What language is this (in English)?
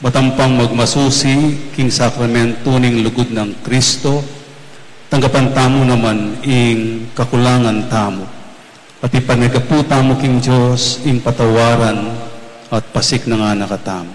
Pampanga